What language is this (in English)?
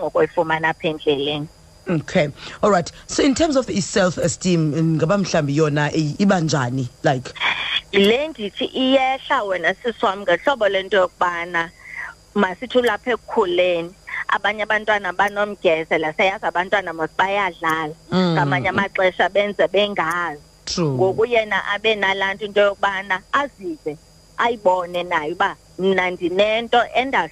Xhosa